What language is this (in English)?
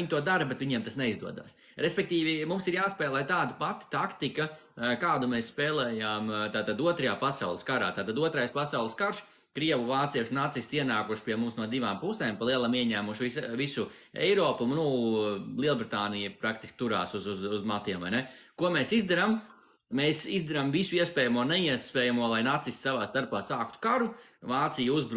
Latvian